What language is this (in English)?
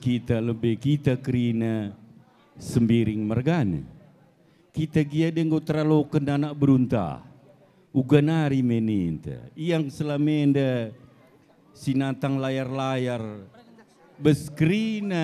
Batak Karo